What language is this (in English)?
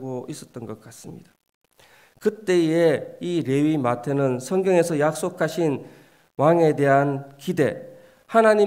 Korean